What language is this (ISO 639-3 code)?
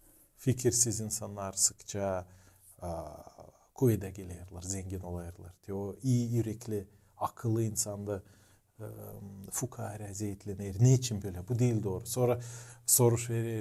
gag